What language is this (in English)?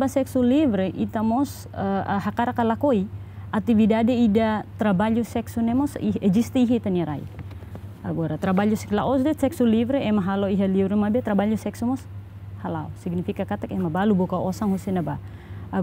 Tetum